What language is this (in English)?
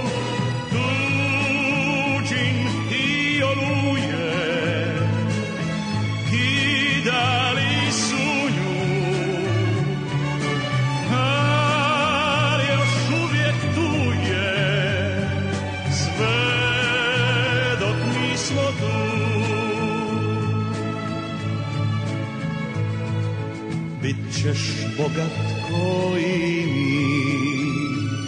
Croatian